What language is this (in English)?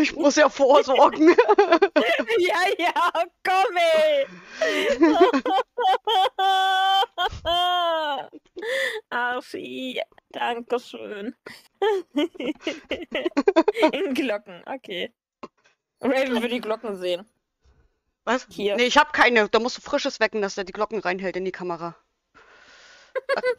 German